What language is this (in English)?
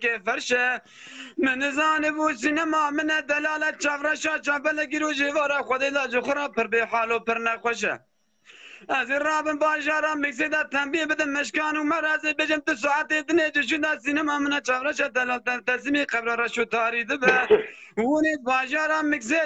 Kurdish